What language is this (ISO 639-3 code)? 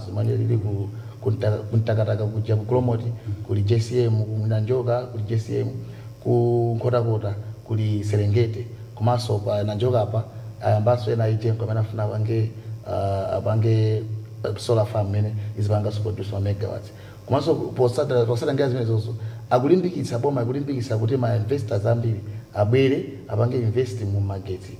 nya